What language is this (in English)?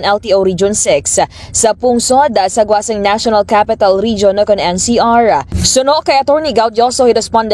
Hiligaynon